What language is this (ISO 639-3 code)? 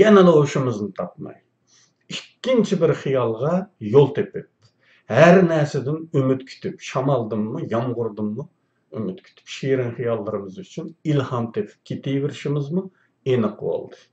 uig